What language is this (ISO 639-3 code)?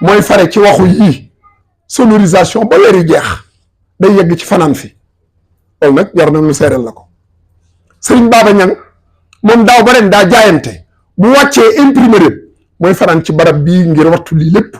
wol